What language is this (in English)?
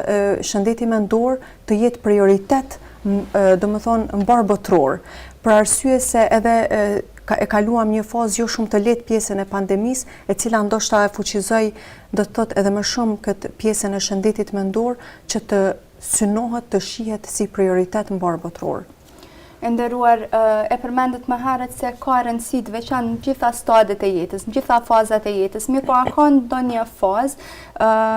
Albanian